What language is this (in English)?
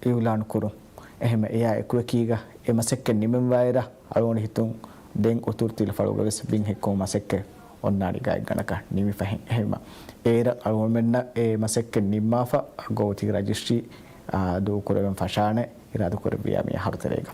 Divehi